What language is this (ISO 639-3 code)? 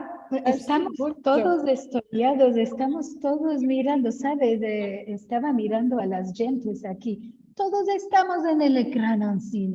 lad